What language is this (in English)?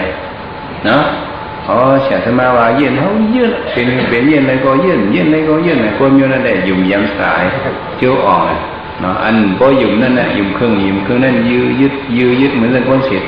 Shan